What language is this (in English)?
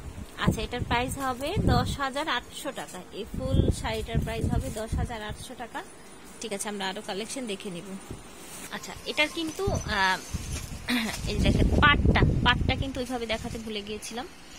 Bangla